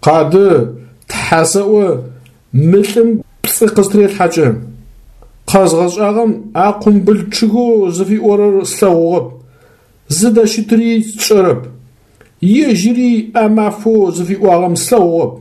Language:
Adyghe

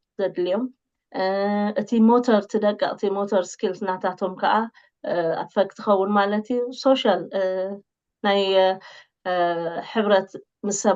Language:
Tigrinya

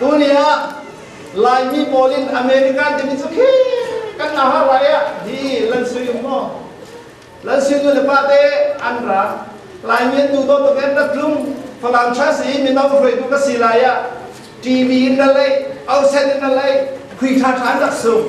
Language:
Falam Chin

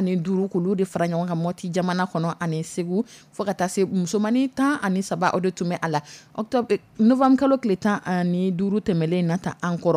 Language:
Dyula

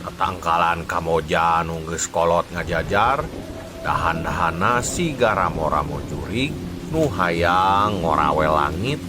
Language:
Sundanese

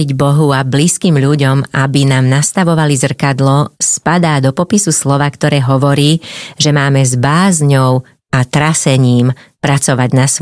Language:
Slovak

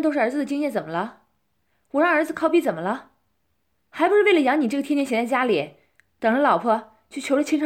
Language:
Chinese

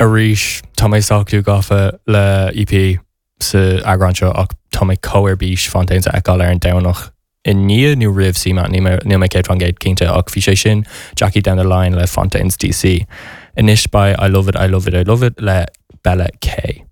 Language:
Irish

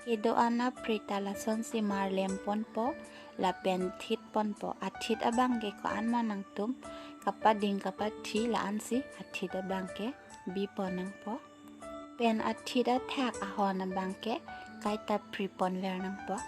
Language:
Karbi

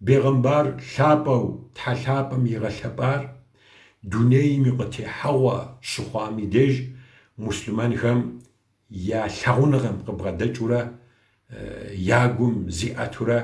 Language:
Kabardian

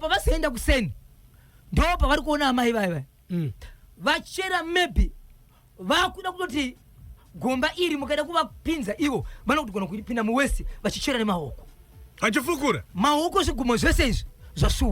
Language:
Shona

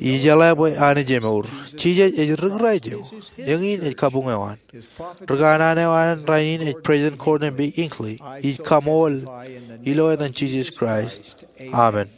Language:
Marshallese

